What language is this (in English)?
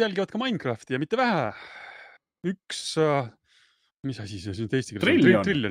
Estonian